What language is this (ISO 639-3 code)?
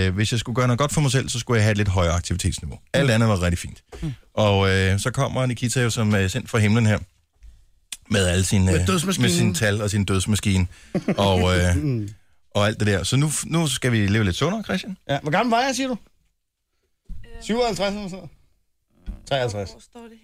dan